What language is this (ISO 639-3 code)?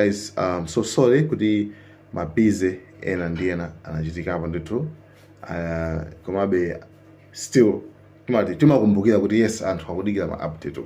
nya